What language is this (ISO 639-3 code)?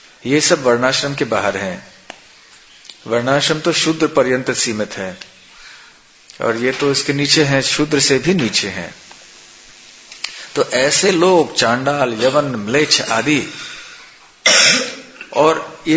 hin